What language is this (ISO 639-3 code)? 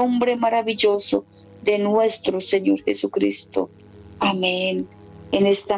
spa